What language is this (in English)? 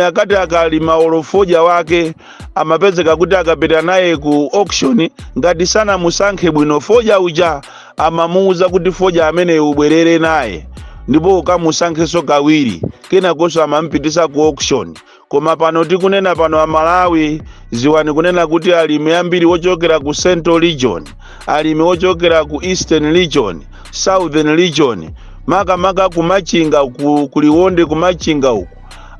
Nyanja